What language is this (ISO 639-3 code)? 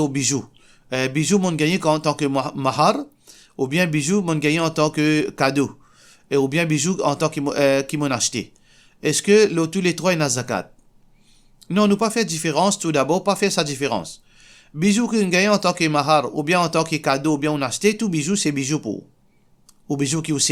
mfe